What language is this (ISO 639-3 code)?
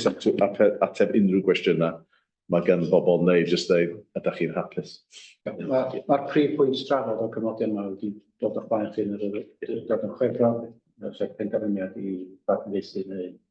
cym